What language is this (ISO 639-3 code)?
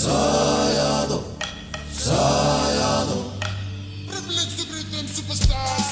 fij